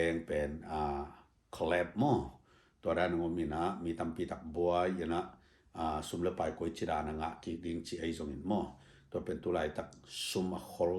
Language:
Tedim Chin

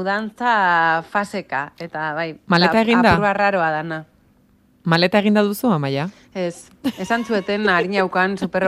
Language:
Basque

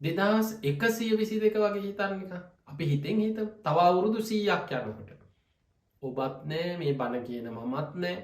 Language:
Sinhala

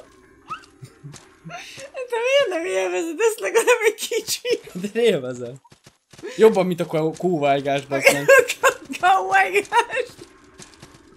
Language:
Hungarian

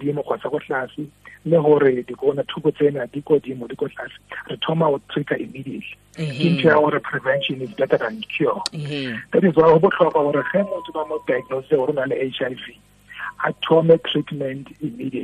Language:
Tswana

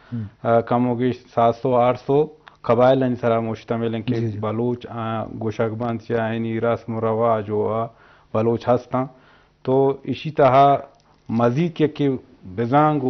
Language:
Eastern Balochi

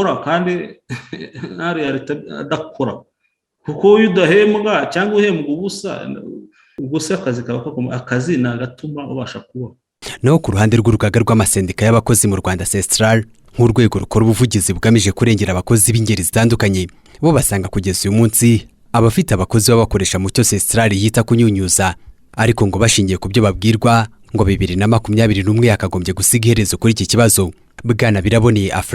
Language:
Kinyarwanda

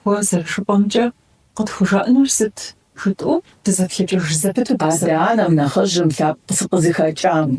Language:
Kabardian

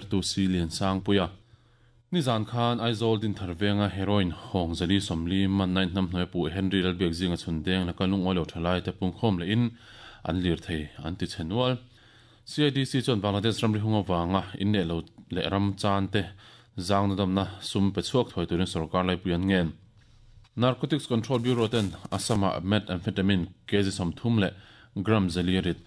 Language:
Mizo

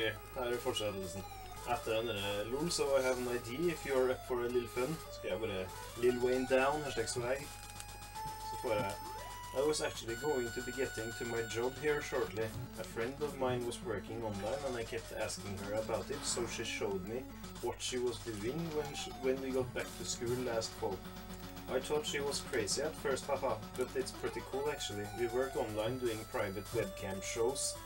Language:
Norwegian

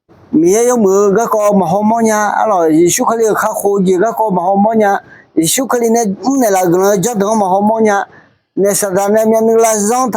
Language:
Akha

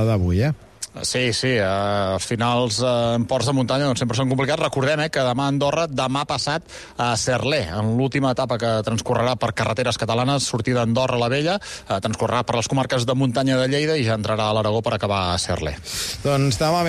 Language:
Catalan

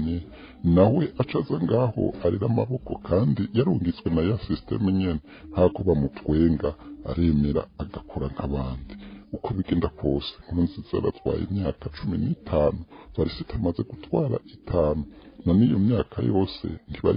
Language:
Rundi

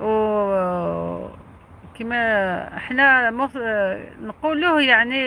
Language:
Algerian Arabic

